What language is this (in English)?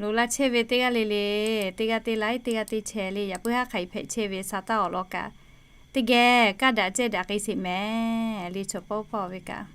Lahu